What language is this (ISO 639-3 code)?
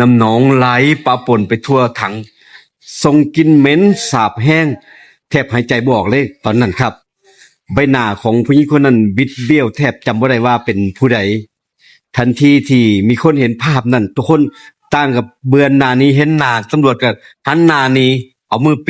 tts